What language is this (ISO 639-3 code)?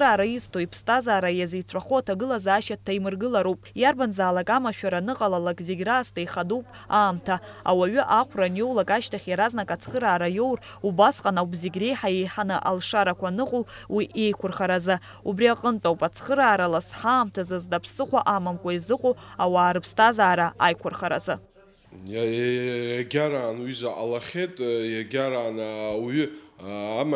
abk